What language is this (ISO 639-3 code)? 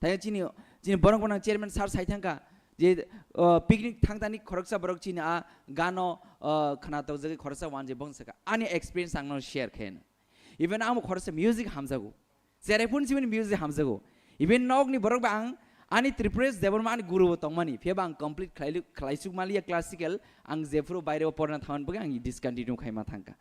trp